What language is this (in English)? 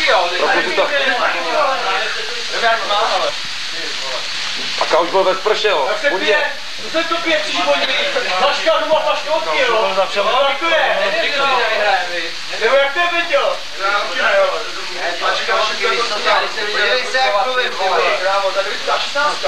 Czech